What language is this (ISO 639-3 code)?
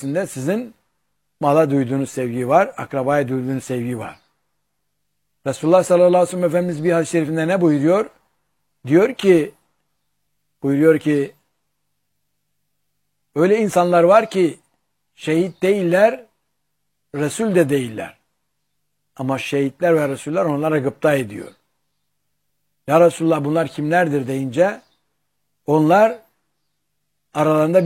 tur